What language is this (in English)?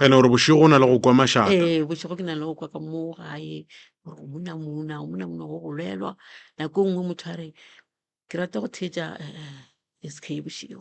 Northern Sotho